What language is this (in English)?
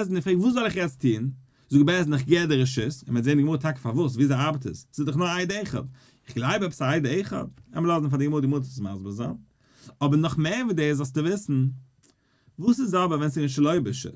Yiddish